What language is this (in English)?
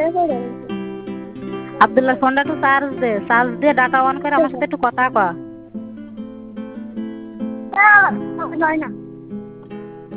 Bangla